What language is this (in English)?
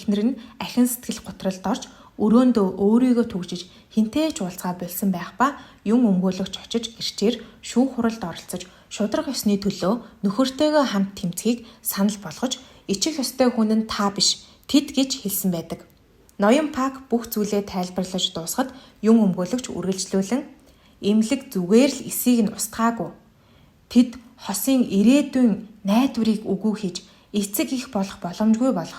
Mongolian